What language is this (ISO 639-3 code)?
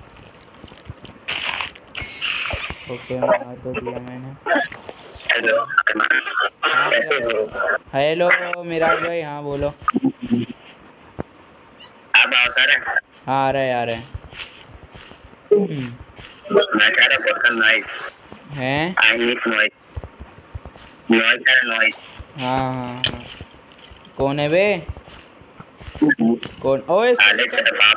hin